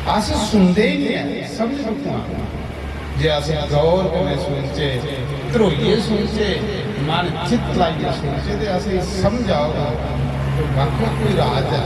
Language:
Dogri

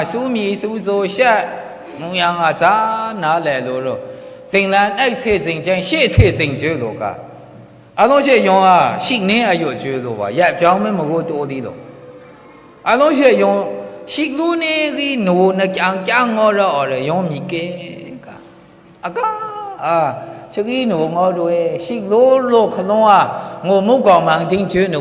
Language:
Maru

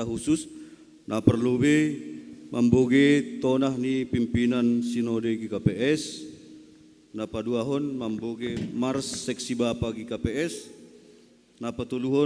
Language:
Batak Simalungun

